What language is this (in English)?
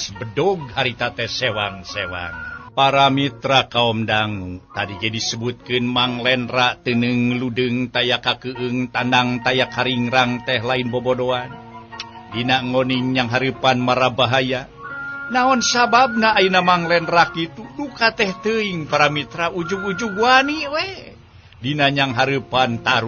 Sundanese